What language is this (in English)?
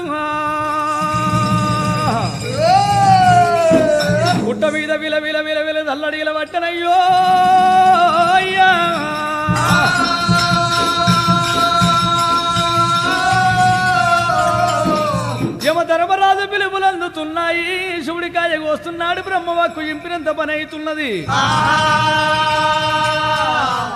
Telugu